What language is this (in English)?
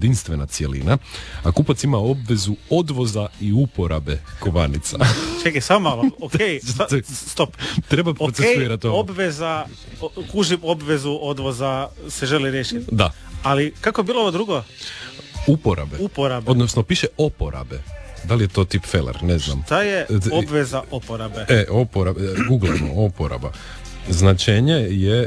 Croatian